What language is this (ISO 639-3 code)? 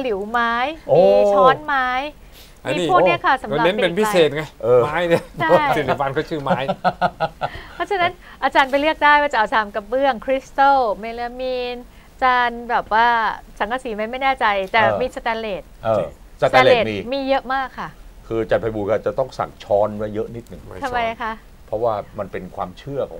tha